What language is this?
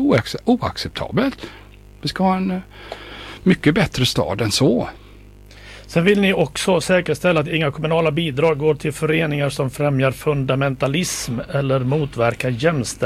Swedish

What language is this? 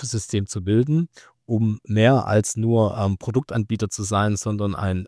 German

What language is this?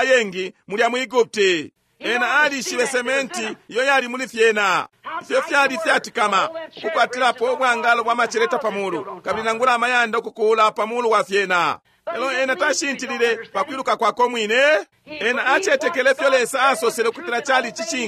Bemba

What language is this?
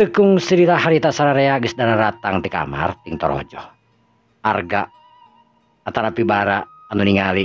Sundanese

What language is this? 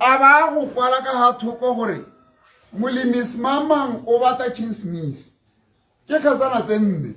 Tswana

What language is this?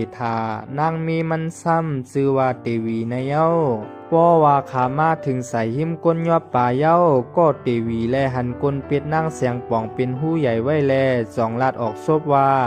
Shan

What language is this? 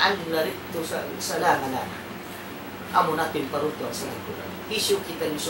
Tausug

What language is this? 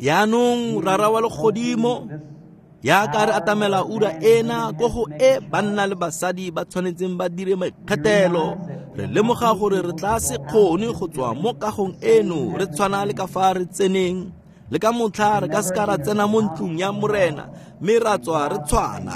Tswana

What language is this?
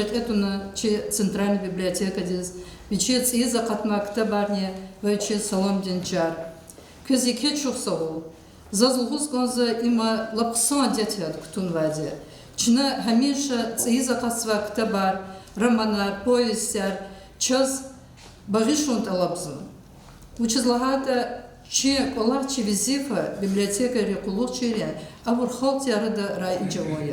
Lezghian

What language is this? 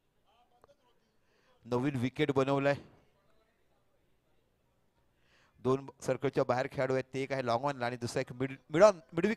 Marathi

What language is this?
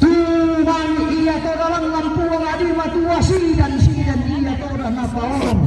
Toraja-Sa'dan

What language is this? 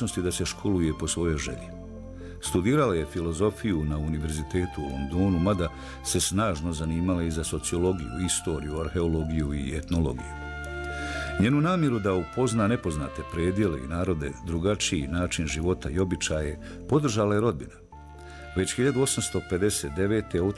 Bosnian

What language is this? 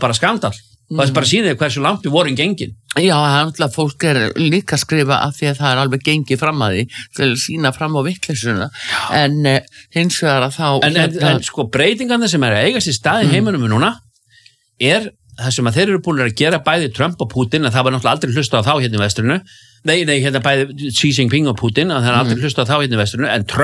Icelandic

